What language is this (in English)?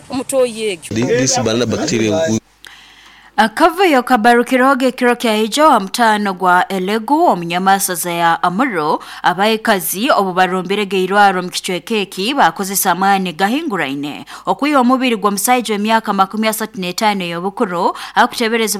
Nyoro